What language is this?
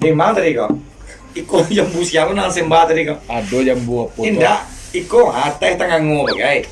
Minangkabau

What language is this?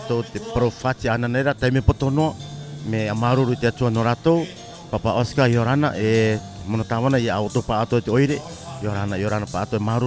Tahitian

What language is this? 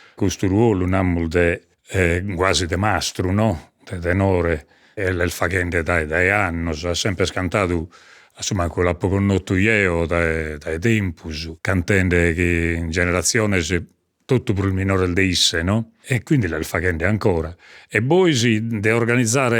Sardinian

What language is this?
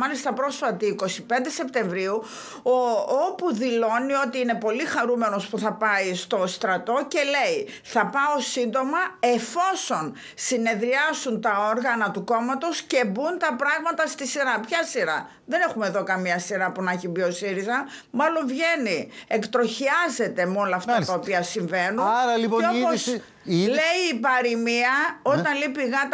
Greek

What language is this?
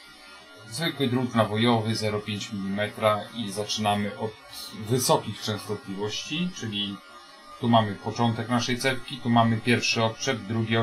Polish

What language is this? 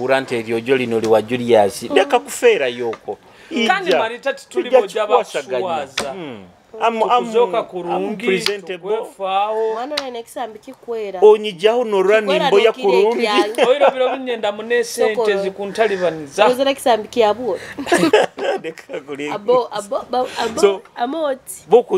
Nyoro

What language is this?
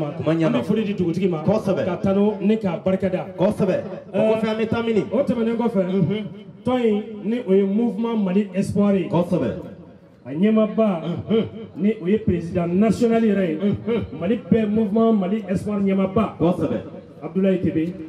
Bambara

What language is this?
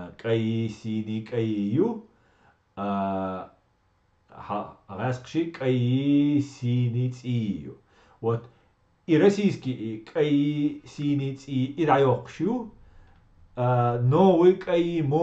Chechen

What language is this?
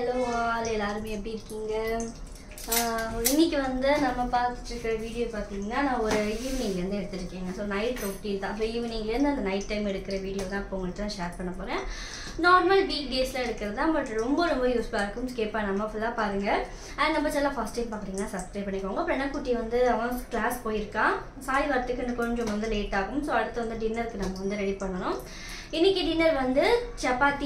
Tamil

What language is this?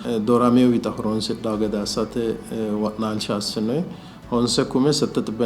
Sidamo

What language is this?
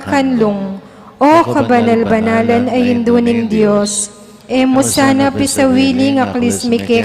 Pampanga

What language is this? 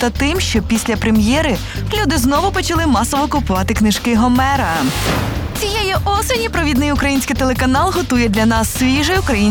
Ukrainian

